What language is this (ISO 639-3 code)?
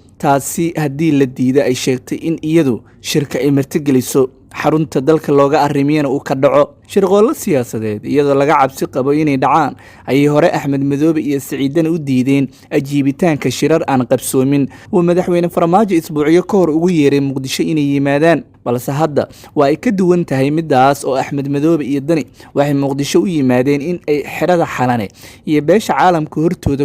som